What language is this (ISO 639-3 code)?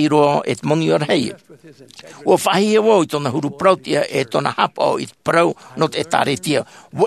tah